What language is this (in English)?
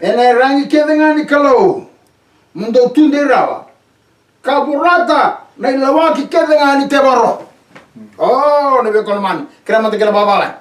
Fijian